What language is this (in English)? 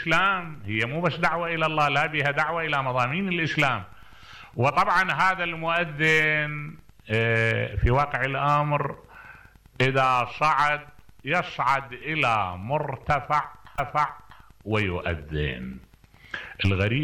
Mesopotamian Arabic